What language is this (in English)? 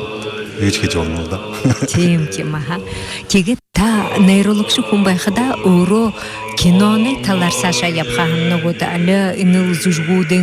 Buriat